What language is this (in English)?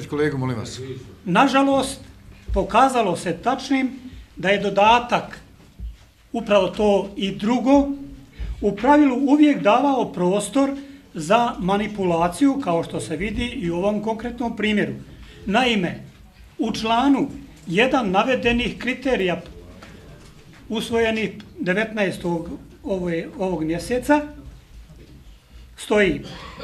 Bosnian